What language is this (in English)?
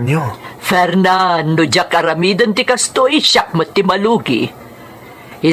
Iloko